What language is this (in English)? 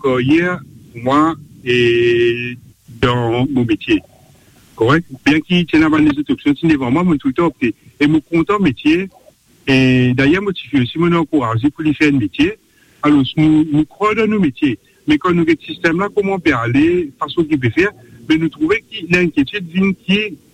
Morisyen